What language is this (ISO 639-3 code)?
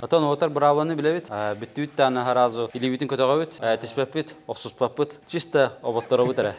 sah